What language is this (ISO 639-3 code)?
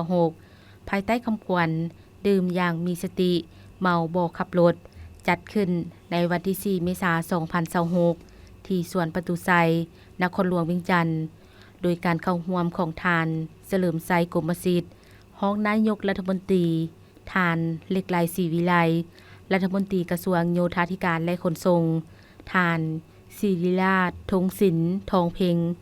lao